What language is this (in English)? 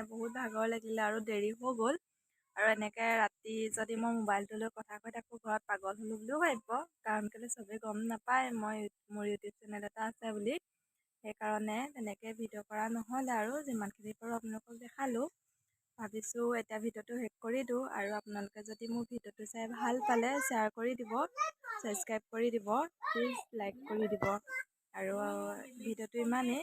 Assamese